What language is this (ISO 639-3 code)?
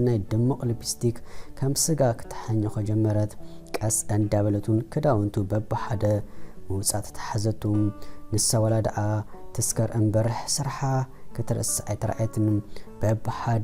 tir